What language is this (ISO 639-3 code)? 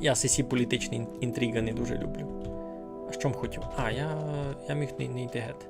rue